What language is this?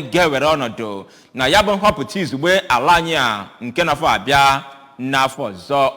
Igbo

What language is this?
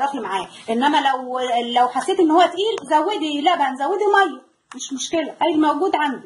Egyptian Arabic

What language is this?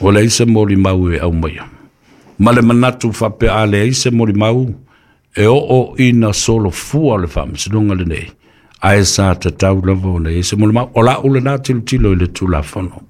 Samoan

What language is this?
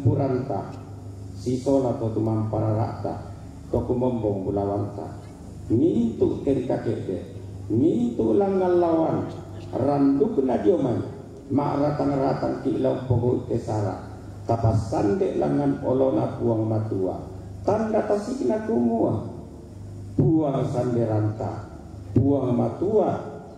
Toraja-Sa'dan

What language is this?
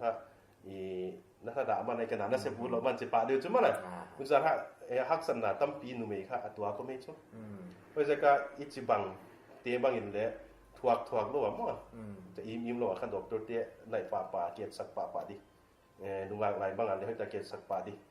Paite Chin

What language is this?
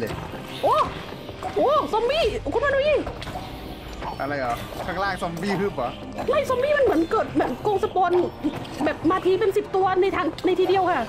Thai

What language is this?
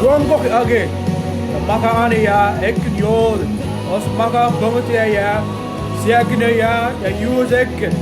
Mabaan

